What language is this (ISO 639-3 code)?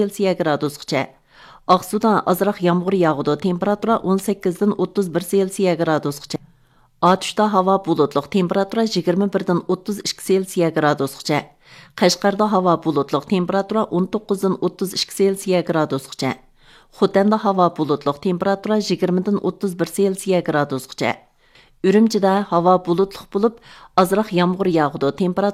uig